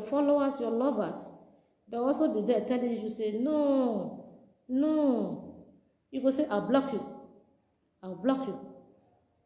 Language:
Nigerian Pidgin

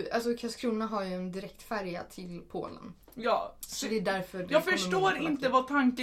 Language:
Swedish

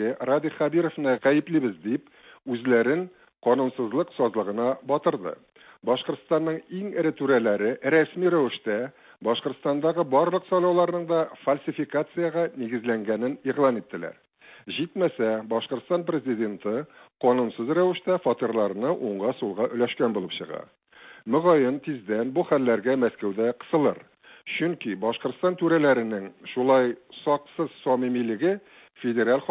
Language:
Tatar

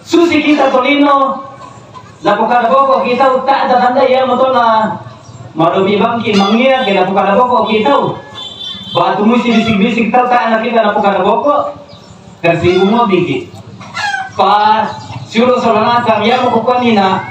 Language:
Toraja-Sa'dan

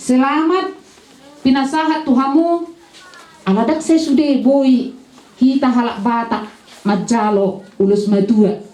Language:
Batak Toba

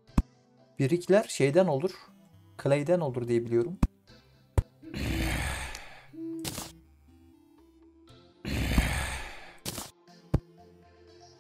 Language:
Turkish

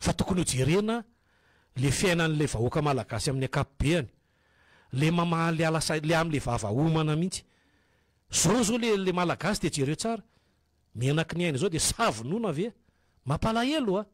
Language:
Malagasy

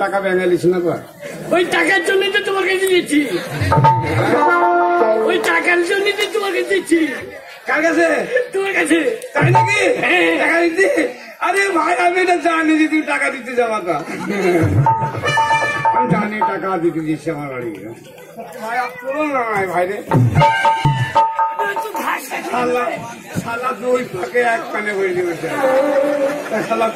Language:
Bangla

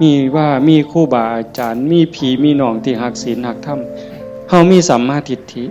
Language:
Northeastern Thai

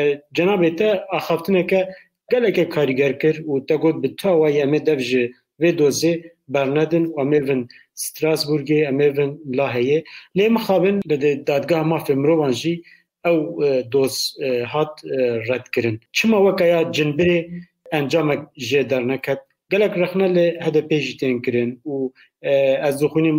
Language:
Kurdish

